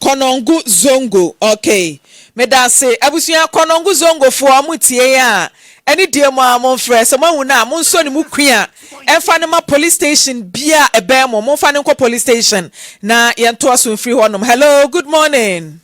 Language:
Akan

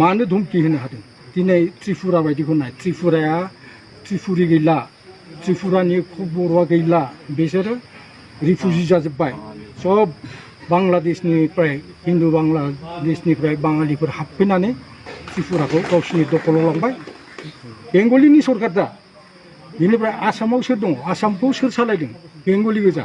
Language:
Bodo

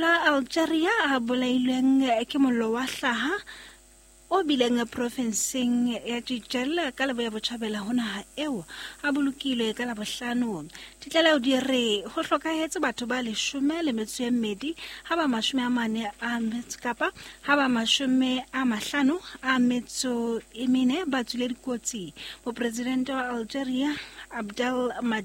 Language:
Southern Sotho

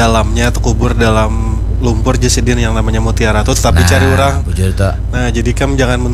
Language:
Banjar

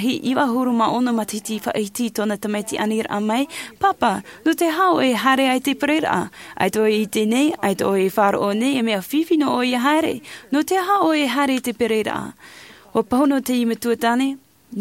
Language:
Tahitian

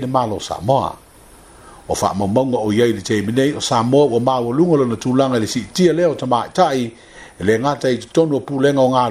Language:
Samoan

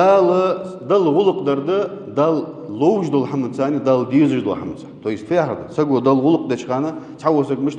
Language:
Ingush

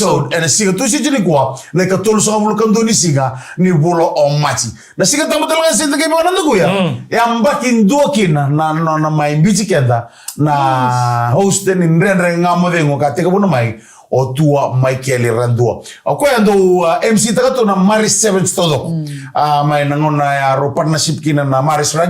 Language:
Fijian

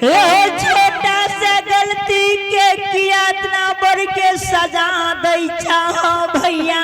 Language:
Angika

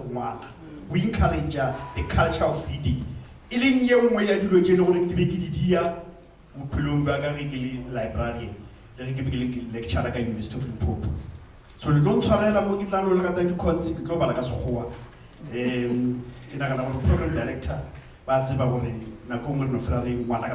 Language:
Northern Sotho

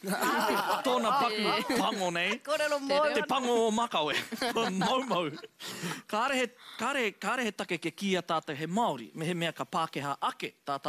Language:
Māori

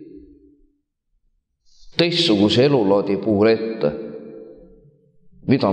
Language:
Estonian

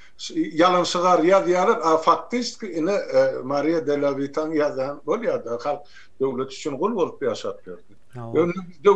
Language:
Turkmen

